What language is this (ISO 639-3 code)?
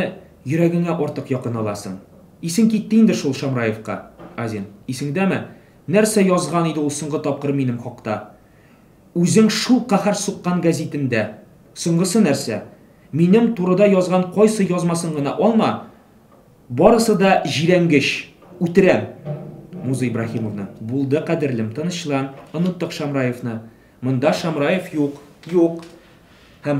tat